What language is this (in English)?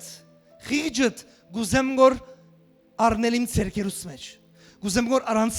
Western Armenian